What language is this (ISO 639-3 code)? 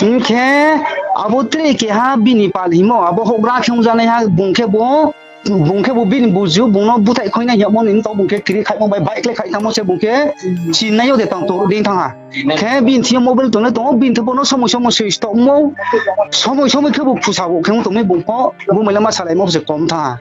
ria